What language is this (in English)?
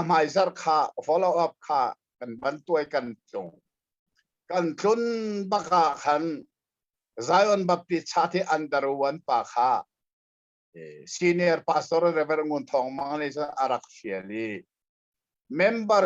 Hakha Chin